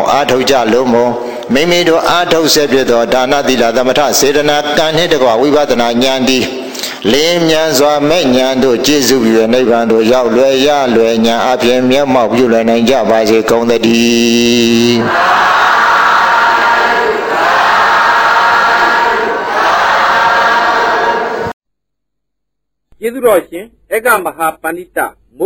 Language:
Burmese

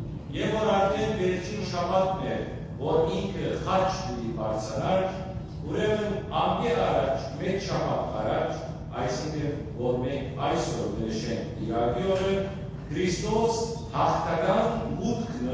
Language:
Western Armenian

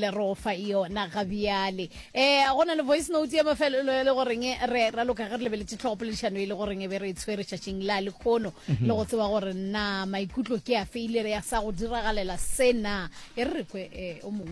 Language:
Northern Sotho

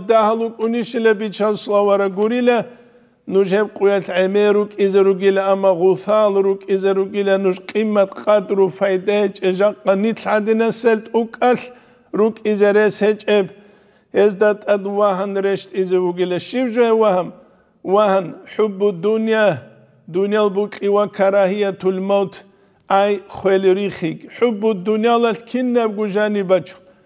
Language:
Avaric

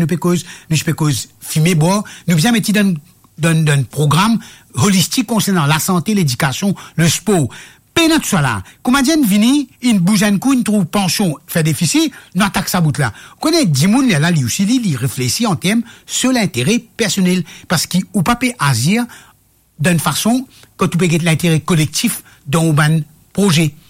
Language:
Morisyen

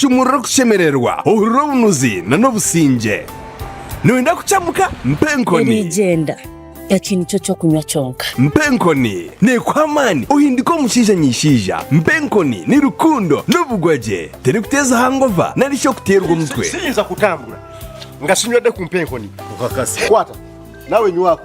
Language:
Nyankole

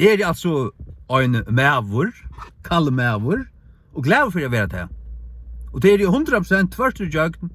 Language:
Faroese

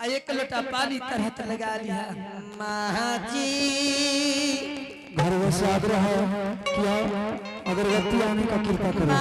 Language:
Angika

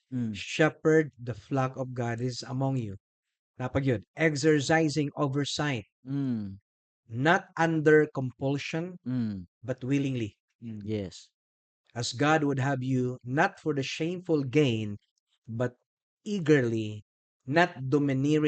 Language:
Cebuano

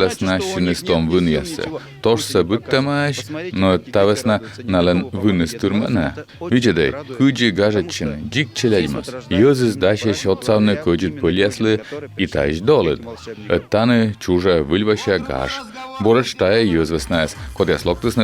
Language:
Komi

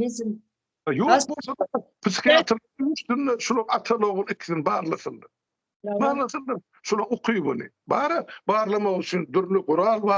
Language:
Turkmen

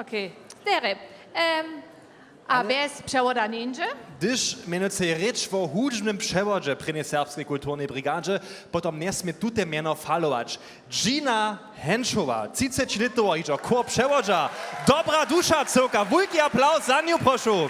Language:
Upper Sorbian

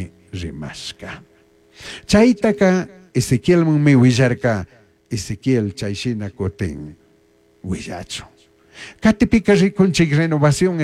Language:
Chimborazo Highland Quichua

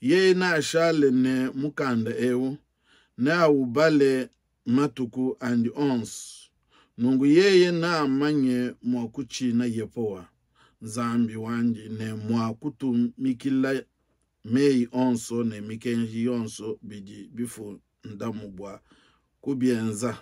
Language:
Luba-Lulua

